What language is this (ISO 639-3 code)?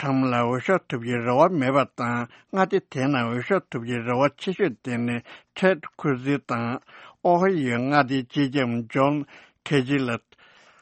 bod